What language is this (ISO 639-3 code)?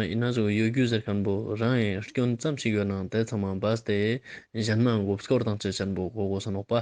lbj